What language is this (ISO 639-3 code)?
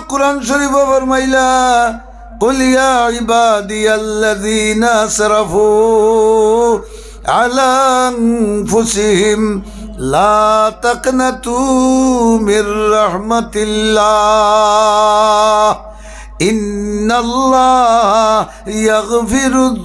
syl